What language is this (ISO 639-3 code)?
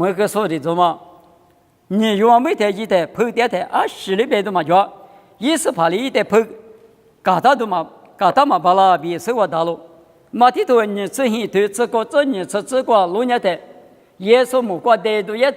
lis